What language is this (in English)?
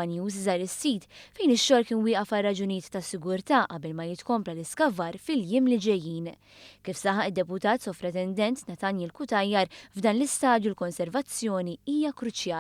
Maltese